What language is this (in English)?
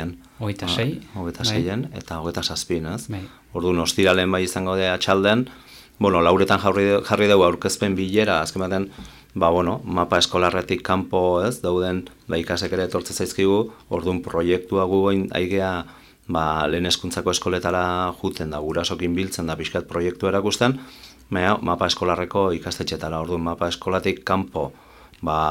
Basque